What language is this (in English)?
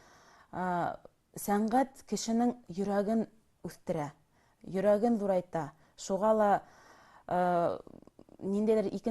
Bashkir